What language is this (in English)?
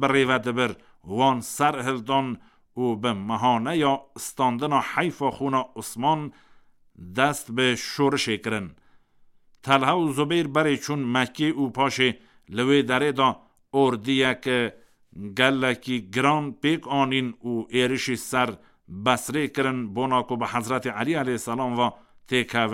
Kurdish